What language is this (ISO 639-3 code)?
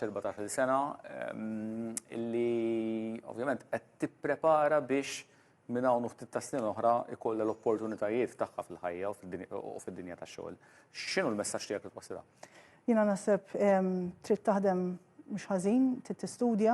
mlt